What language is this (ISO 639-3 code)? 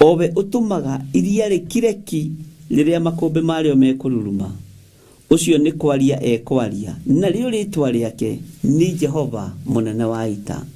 kik